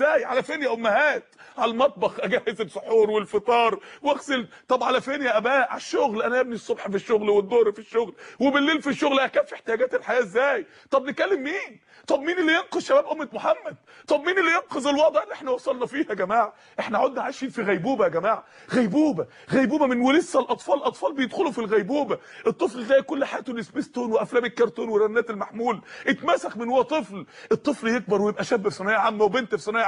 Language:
Egyptian Arabic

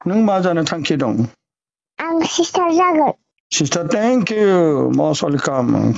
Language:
Bodo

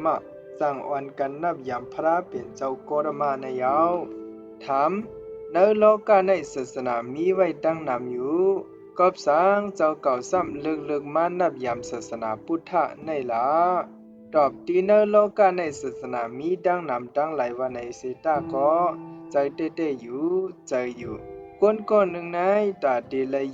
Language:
Shan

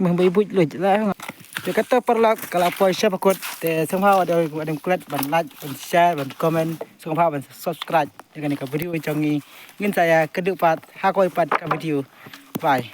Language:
Khasi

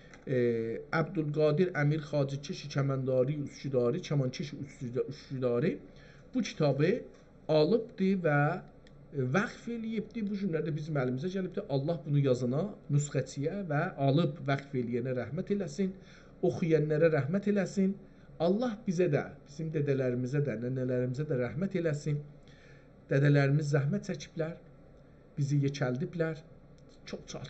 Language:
South Azerbaijani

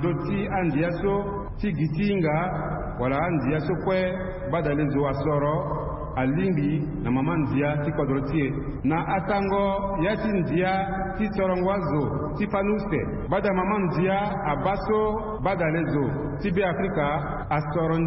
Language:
Sango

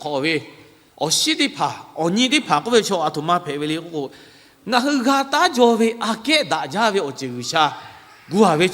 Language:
Lahu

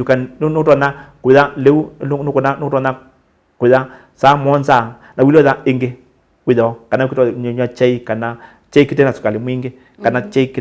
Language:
Kamba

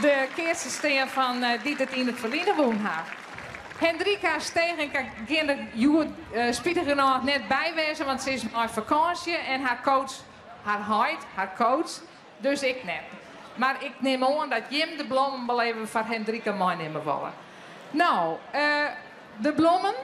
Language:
Western Frisian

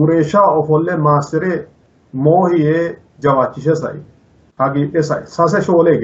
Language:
Sidamo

